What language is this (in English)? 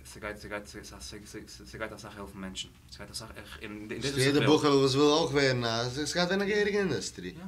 Yiddish